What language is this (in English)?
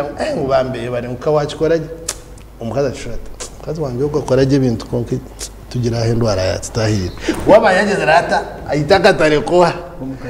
Nyankole